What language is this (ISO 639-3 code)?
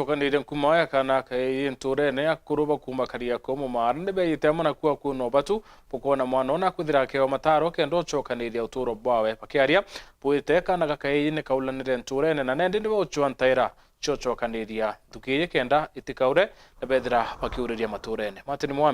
mer